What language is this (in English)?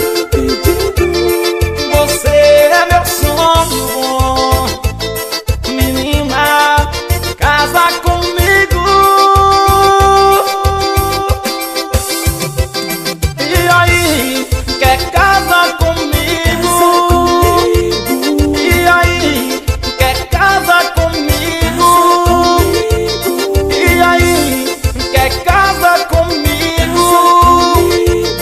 Portuguese